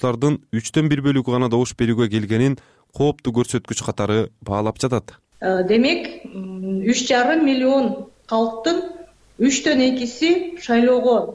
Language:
Kyrgyz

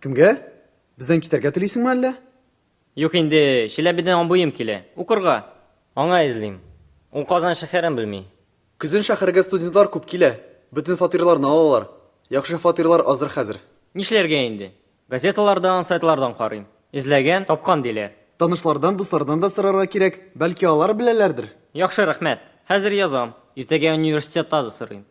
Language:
Tatar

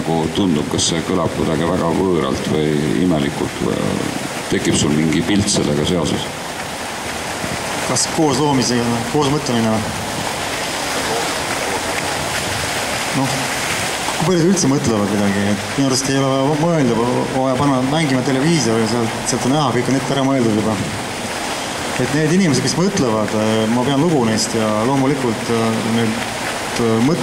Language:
Estonian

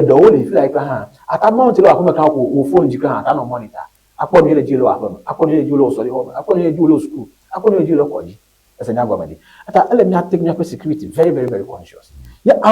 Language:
Ewe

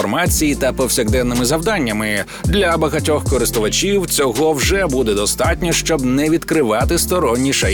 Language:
Ukrainian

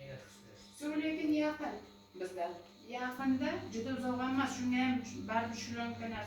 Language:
Uzbek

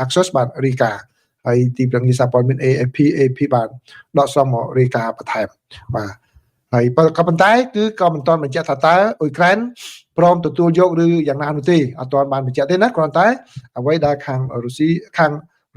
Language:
Khmer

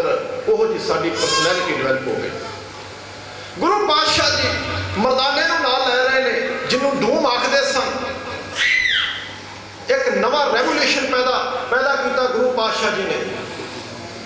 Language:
Punjabi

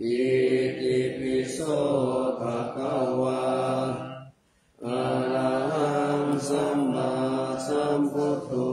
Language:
Pali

